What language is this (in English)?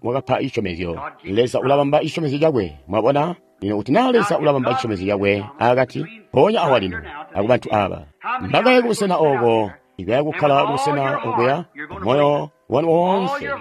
Tonga (Zambia)